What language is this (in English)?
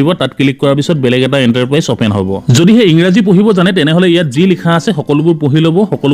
Assamese